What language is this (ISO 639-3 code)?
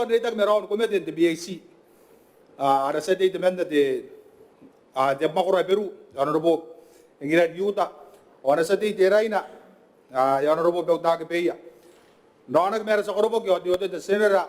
gil